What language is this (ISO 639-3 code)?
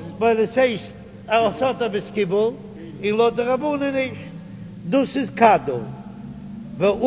yid